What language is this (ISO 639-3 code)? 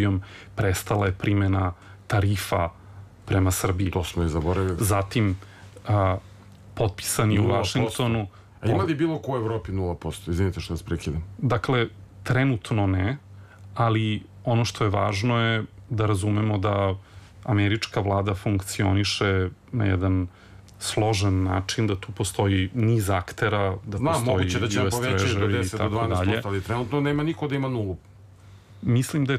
srp